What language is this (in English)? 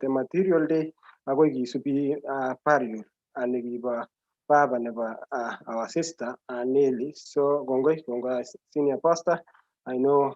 Kalenjin